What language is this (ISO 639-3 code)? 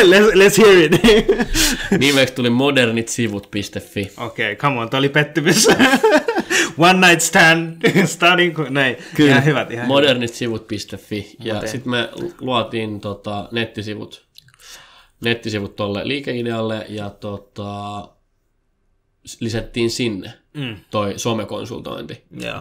fin